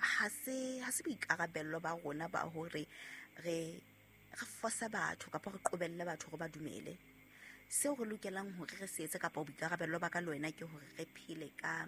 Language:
Southern Sotho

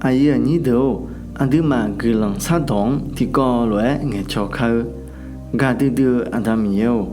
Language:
Akha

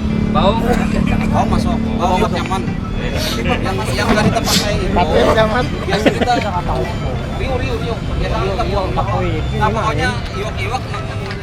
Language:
Banjar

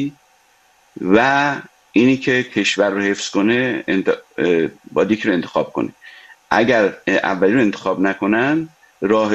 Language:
Persian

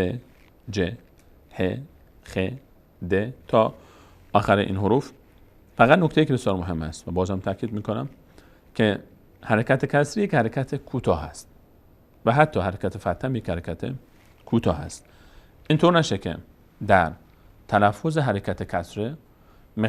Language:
Persian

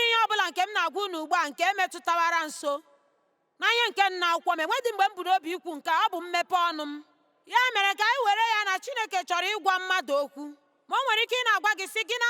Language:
Igbo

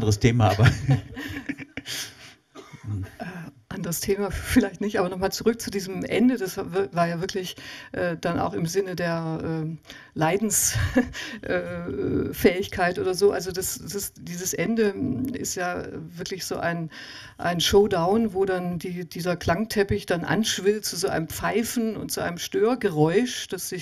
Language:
German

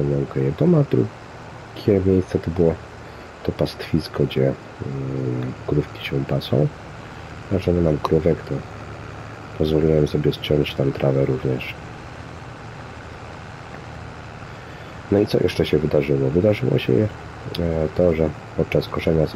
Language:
Polish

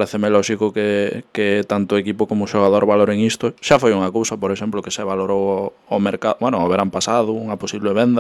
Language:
Galician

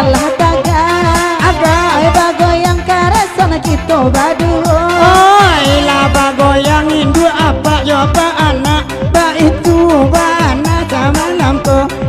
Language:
Minangkabau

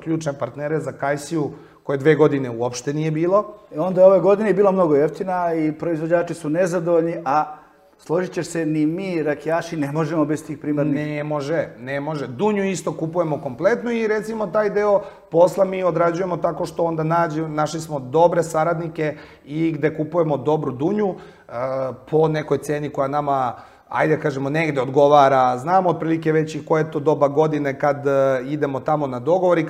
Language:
Serbian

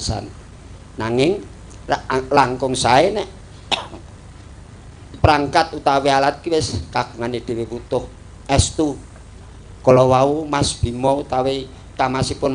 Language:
Javanese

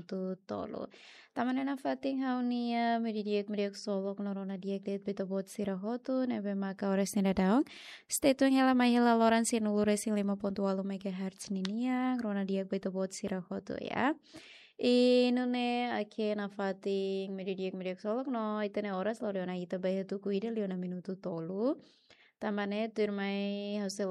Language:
Tetum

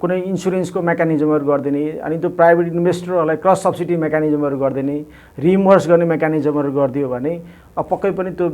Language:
Nepali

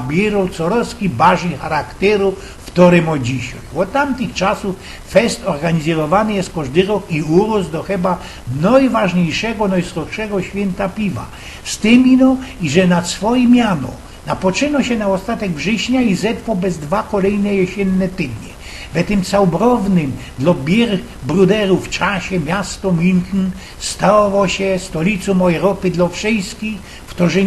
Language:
Silesian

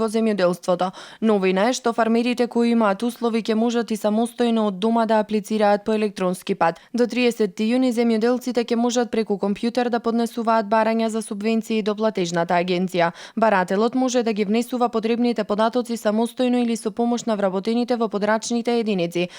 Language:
Macedonian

